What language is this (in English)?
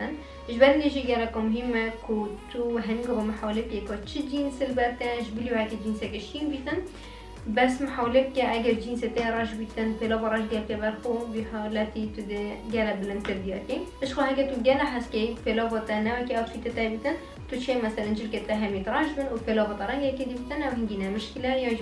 Kurdish